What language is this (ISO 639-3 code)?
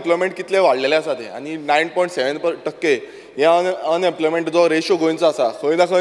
kok